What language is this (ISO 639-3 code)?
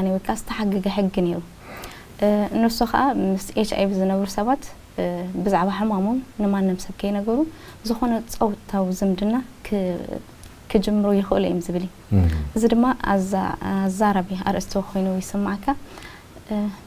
tir